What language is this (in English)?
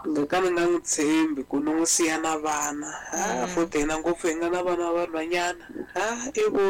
Tsonga